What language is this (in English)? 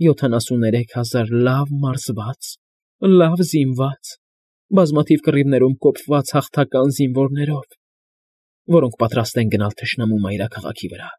Armenian